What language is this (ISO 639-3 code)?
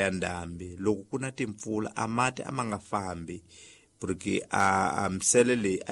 tso